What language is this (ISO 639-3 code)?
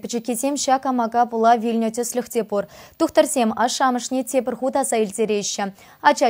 chv